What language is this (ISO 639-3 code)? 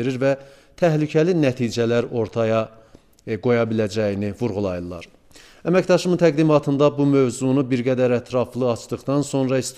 aze